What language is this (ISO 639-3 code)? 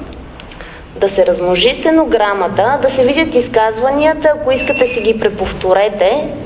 bul